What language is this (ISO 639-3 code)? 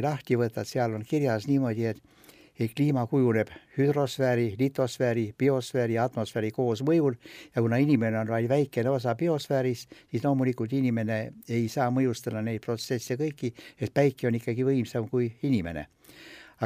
est